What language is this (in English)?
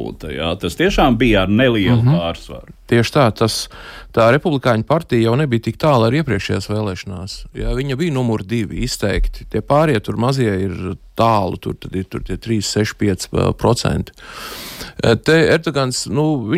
Latvian